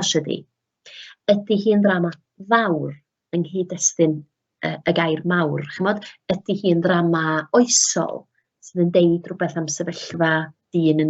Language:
Welsh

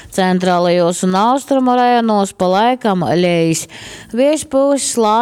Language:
Latgalian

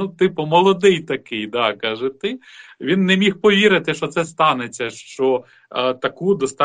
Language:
Ukrainian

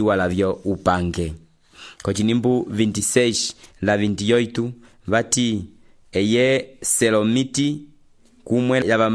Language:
Umbundu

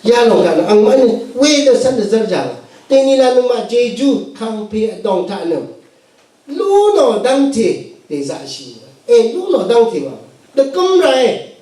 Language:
Rawang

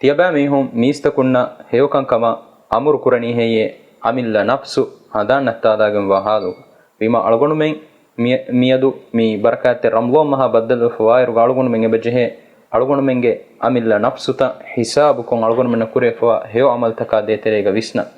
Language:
Divehi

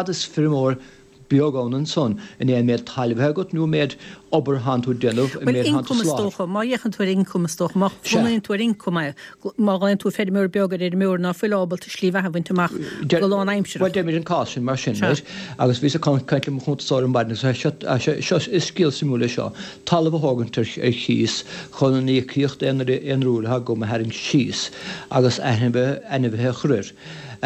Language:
Irish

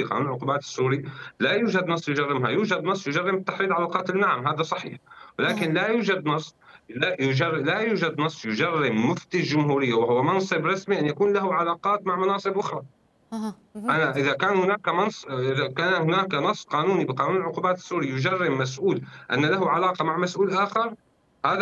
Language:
Arabic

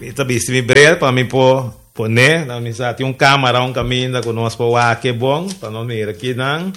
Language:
Papiamento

